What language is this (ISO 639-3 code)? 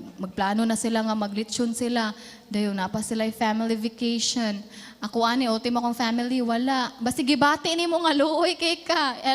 ceb